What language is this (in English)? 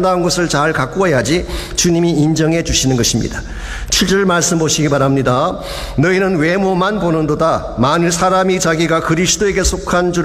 Korean